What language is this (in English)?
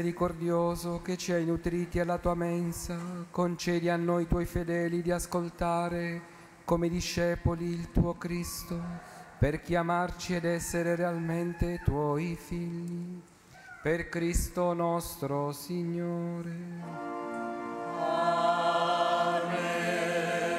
Italian